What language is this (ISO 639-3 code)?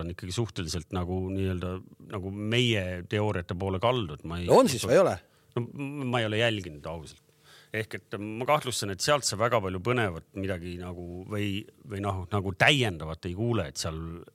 est